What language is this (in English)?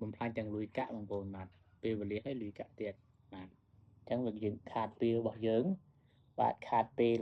Khmer